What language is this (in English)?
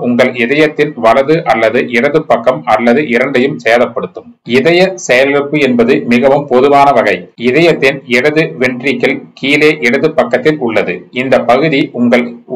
Tamil